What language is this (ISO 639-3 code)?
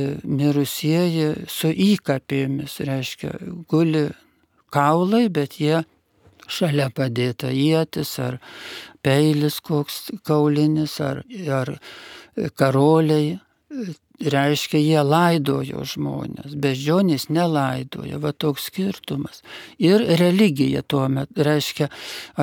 lit